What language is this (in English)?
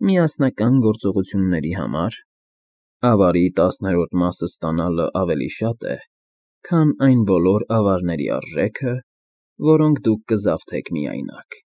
Armenian